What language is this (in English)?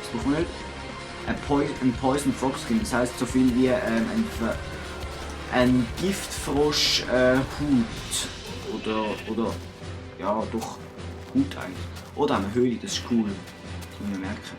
Swiss German